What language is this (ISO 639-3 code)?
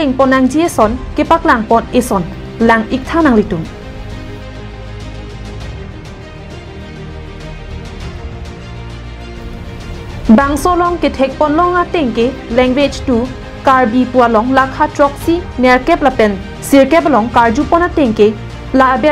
mjw